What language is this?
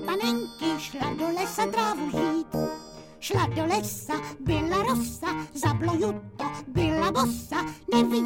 Czech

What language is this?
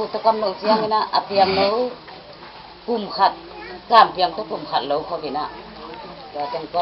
Tedim Chin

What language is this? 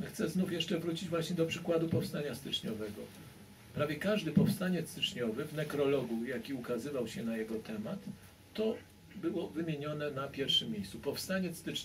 Polish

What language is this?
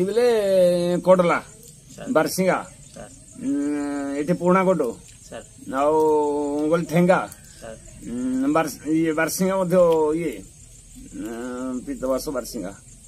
Odia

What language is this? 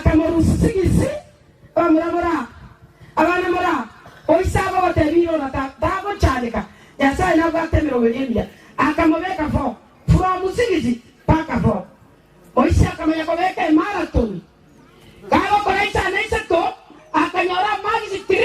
Gusii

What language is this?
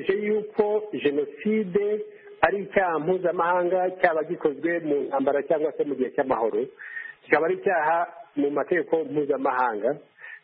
Kinyarwanda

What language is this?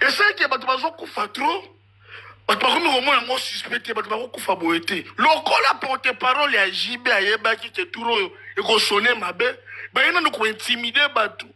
Lingala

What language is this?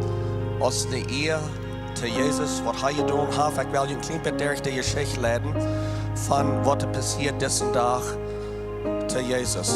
Plautdietsch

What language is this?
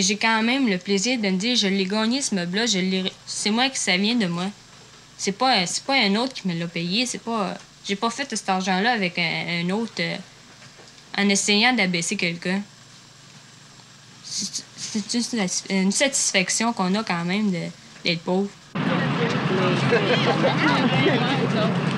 French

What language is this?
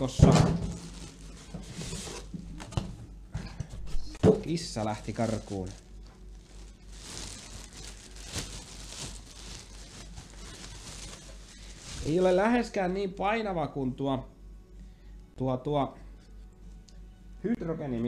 Finnish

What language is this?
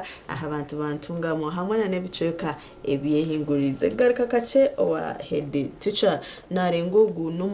Nyankole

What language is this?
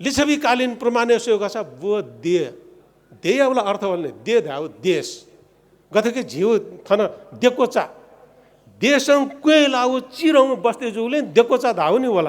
Newari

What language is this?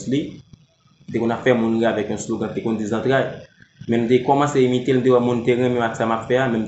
Haitian Creole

